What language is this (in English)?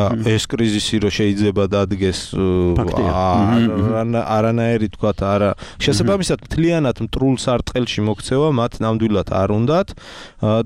Georgian